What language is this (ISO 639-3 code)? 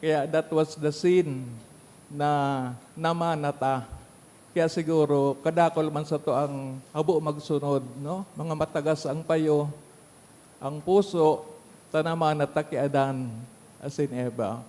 bik